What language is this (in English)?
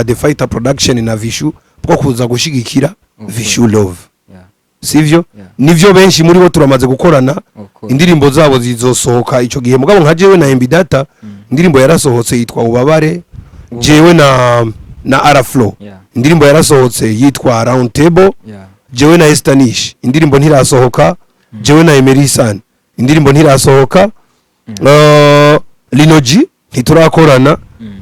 Rundi